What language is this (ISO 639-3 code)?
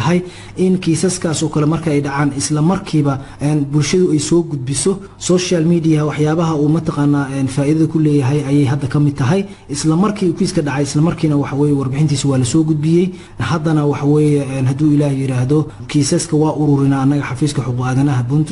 som